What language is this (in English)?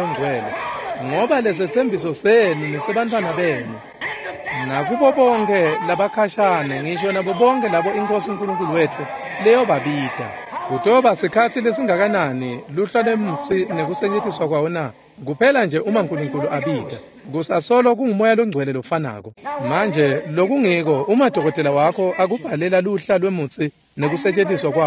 Swati